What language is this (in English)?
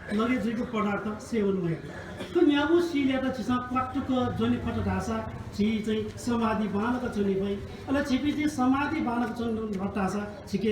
Newari